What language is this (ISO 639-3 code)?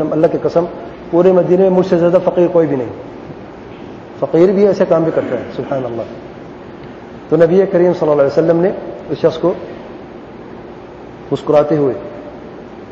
urd